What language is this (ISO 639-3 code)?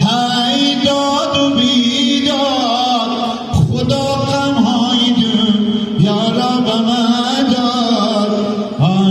haz